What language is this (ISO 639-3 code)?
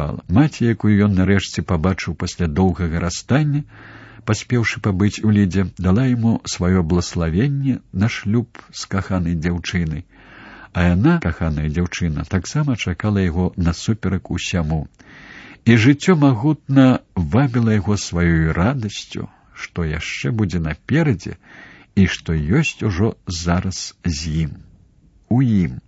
bel